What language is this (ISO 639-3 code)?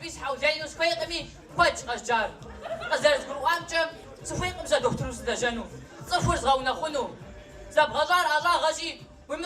kbd